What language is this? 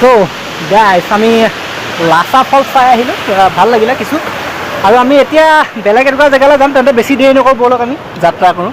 Assamese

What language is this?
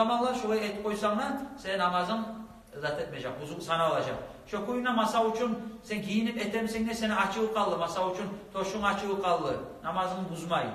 Kumyk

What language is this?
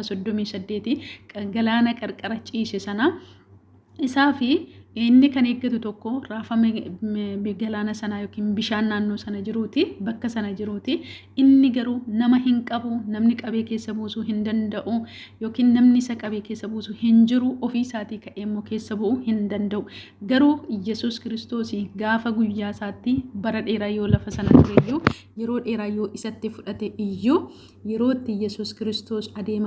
Oromo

